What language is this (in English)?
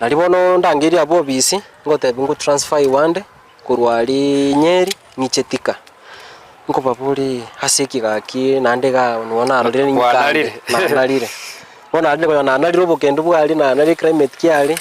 Gusii